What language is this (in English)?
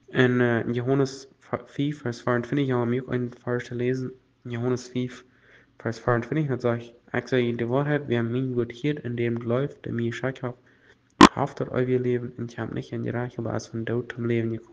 Plautdietsch